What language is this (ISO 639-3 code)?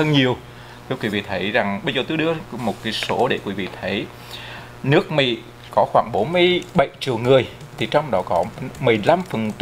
vie